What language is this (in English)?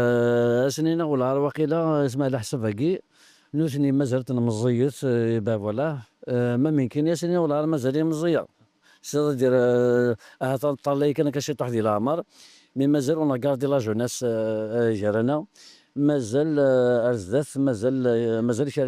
Kabyle